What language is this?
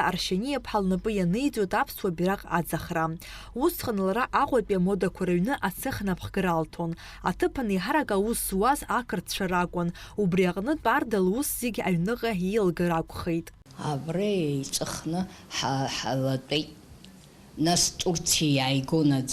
Abkhazian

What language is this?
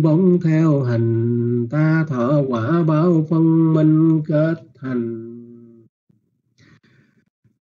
Vietnamese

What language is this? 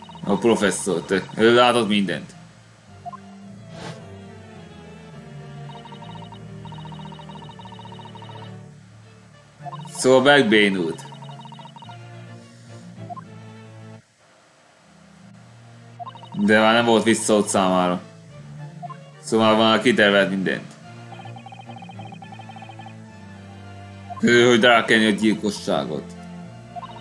Hungarian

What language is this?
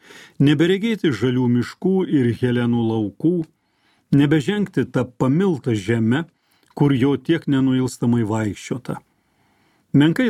Lithuanian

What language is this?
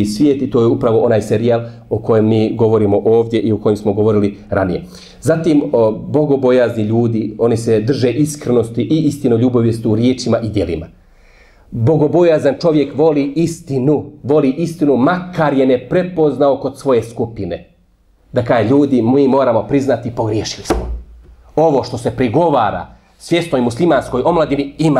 Bosnian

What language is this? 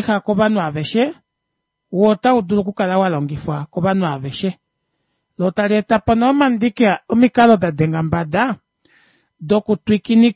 Kuanyama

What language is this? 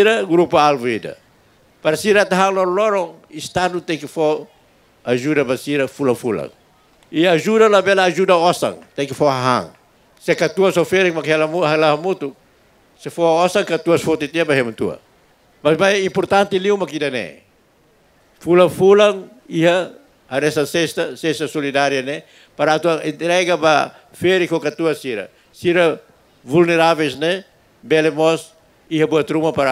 Tetum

